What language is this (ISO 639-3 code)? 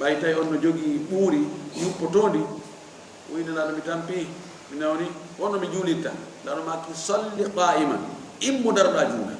ful